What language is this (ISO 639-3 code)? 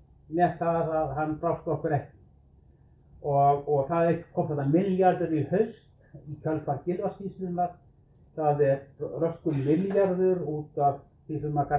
isl